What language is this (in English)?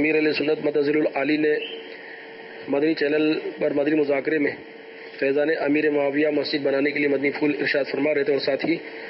Urdu